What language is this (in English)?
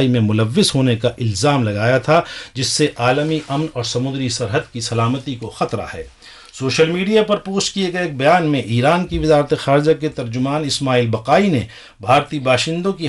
Urdu